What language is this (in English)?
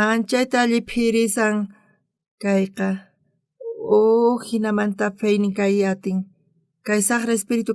South Bolivian Quechua